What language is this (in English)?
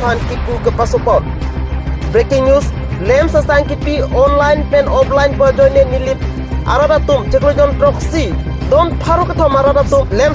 Karbi